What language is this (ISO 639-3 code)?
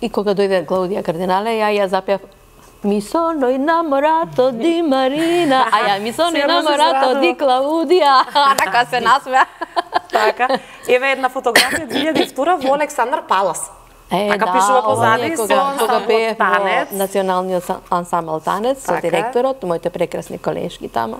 mkd